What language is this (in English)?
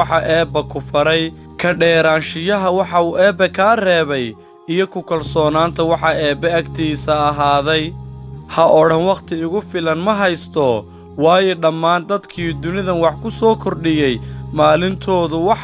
Somali